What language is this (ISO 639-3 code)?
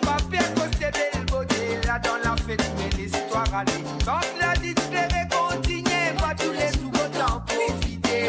mfe